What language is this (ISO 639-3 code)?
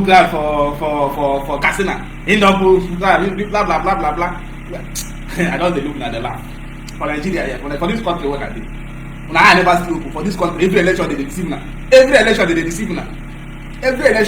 pcm